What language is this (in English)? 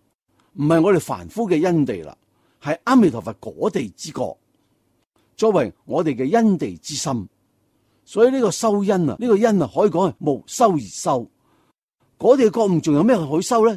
Cantonese